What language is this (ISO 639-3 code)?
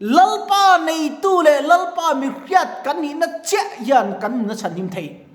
lus